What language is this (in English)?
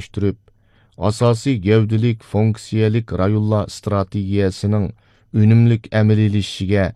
Uyghur